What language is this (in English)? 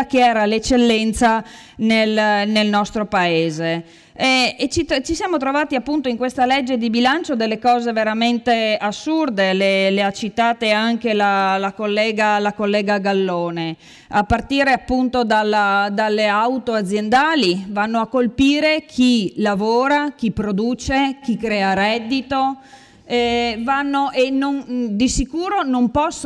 Italian